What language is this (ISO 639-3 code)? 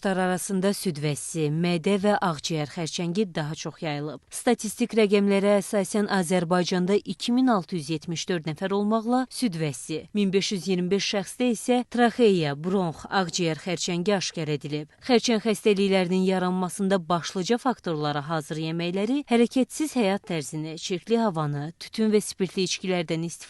aze